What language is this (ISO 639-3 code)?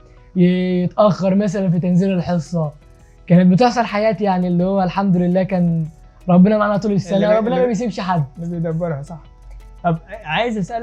arz